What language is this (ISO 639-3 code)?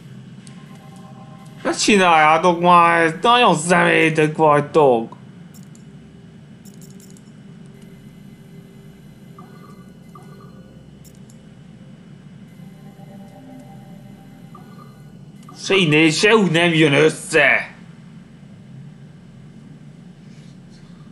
hun